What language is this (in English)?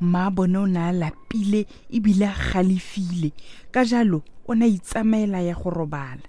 Tswana